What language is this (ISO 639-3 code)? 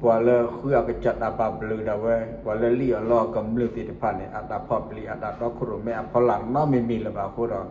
ksw